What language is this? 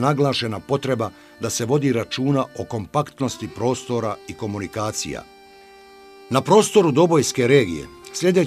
Bosnian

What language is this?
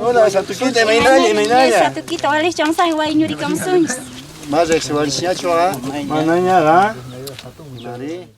South Bolivian Quechua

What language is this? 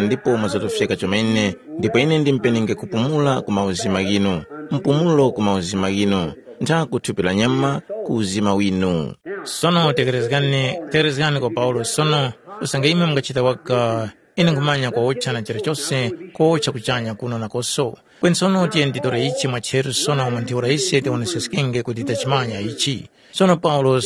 Tumbuka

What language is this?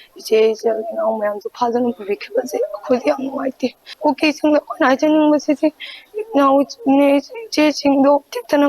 Manipuri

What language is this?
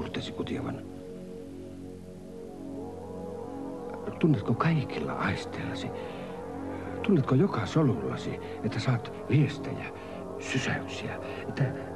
Finnish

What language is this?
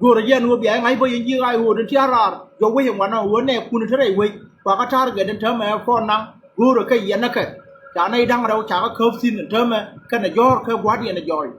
Nuer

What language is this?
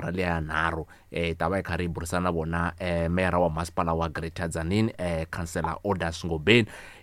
Tsonga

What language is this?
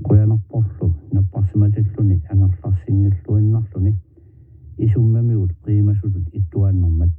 Kalaallisut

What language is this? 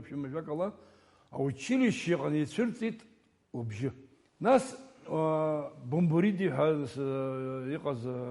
Abkhazian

